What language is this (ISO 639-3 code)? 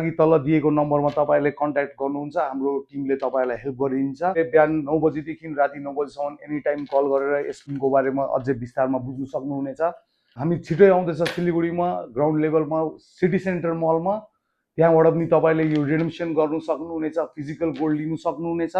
nep